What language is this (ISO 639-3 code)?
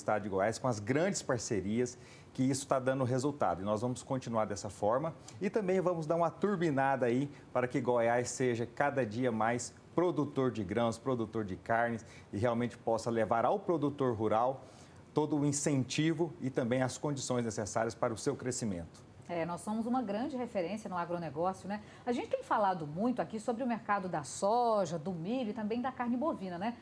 por